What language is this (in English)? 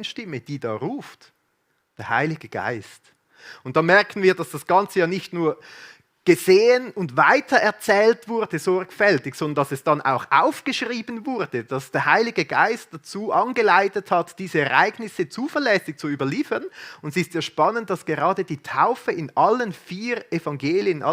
Swiss German